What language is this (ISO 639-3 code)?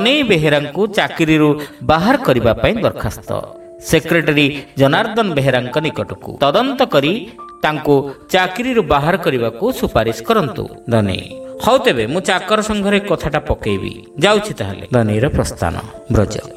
ori